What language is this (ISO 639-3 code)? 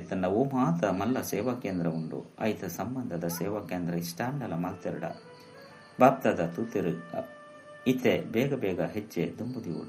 tcy